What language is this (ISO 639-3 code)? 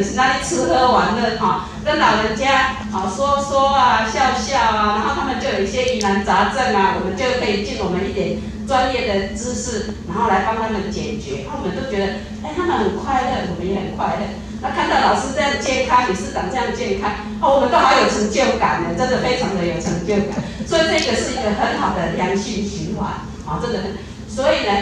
zho